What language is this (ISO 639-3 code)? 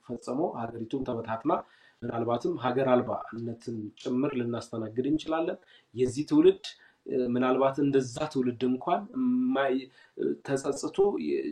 amh